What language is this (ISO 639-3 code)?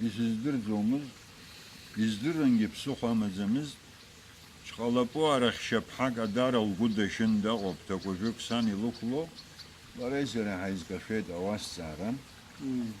abk